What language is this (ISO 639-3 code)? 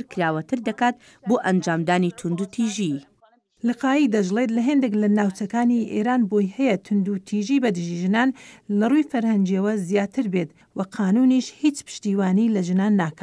ckb